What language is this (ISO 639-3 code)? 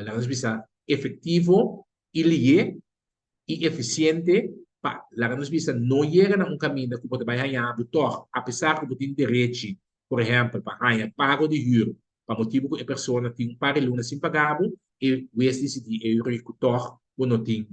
pap